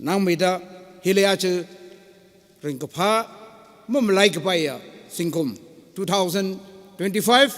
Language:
Tangkhul Naga (India)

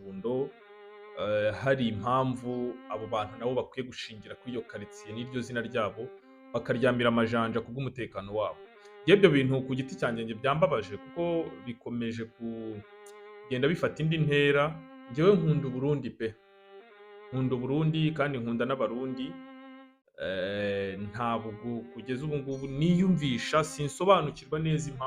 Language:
Kinyarwanda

